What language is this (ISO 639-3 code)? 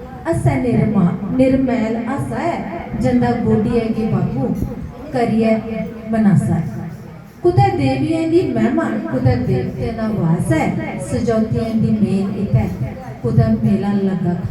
doi